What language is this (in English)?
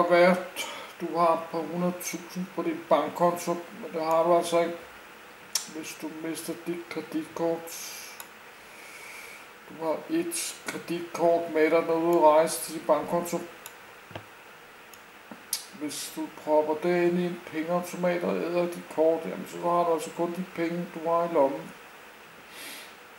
Danish